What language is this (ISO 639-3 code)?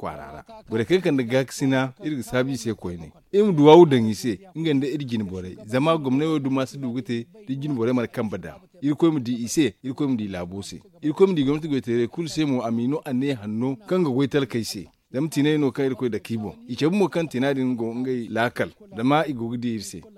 dje